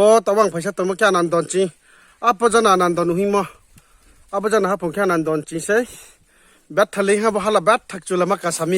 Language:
Riang (India)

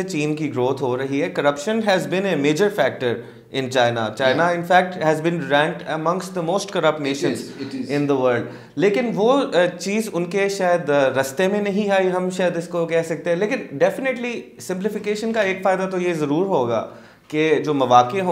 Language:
Urdu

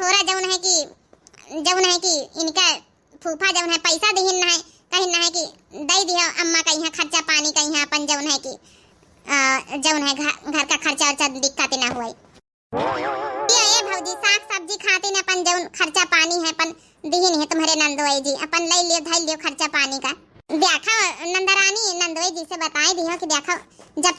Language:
Awadhi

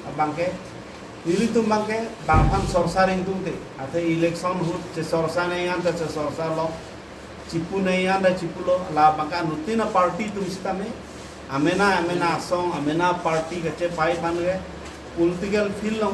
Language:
Karbi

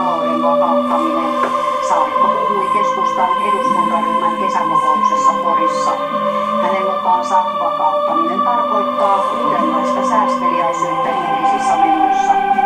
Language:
Finnish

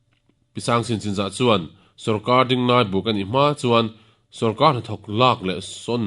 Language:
Mizo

